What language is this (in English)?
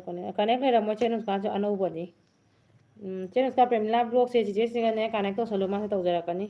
Manipuri